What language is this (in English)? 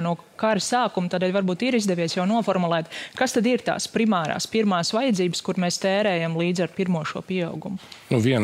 Latvian